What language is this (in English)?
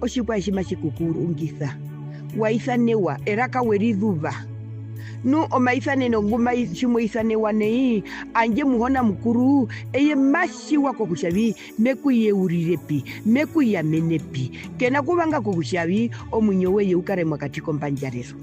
Herero